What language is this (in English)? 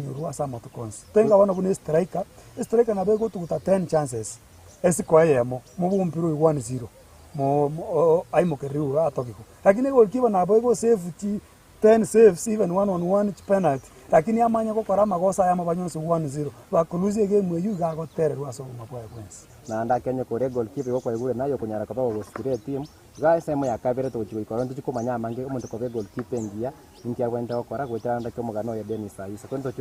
Gusii